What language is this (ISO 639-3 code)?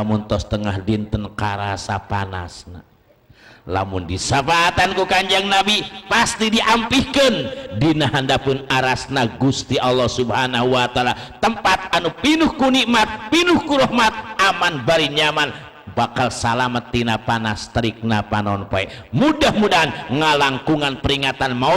sun